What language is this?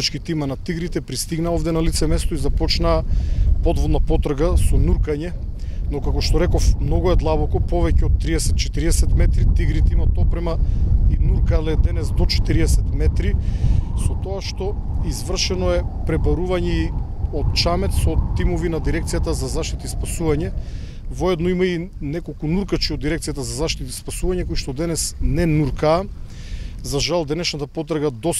Macedonian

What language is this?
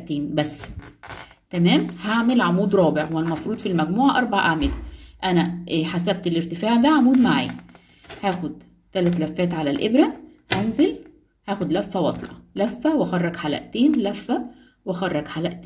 Egyptian Arabic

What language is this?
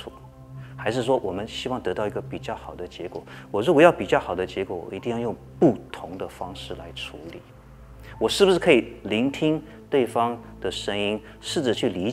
Chinese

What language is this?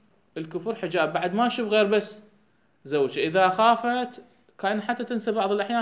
Mesopotamian Arabic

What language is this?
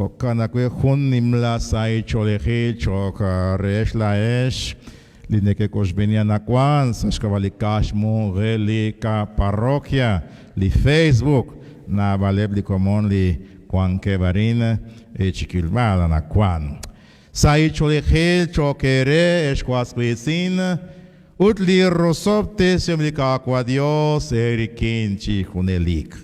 Kekchí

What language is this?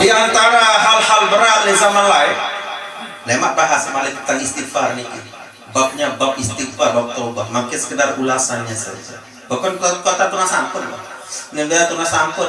Sasak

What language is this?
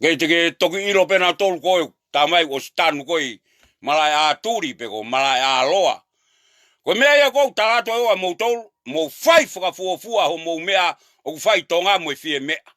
Tongan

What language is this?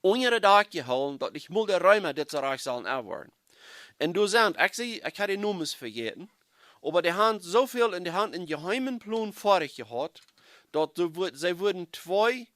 Plautdietsch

